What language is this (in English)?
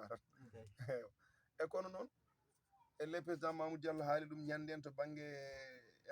Fula